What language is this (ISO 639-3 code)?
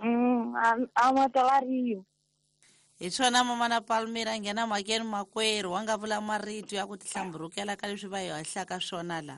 tso